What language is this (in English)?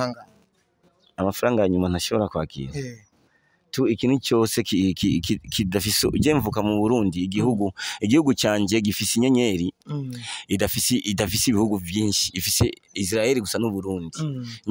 Rundi